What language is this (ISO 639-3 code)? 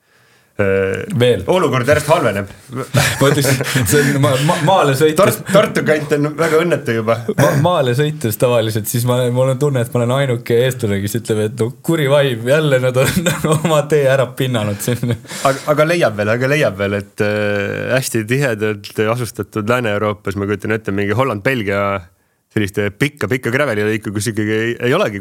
est